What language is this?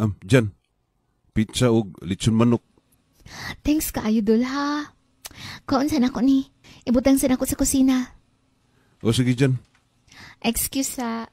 Cebuano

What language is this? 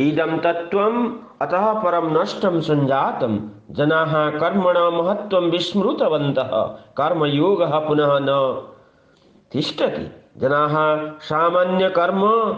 Sanskrit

